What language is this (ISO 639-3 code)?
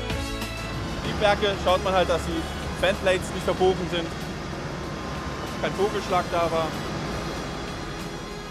deu